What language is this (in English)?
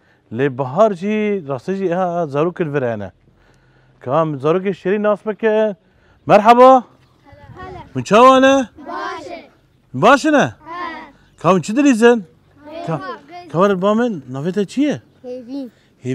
Kurdish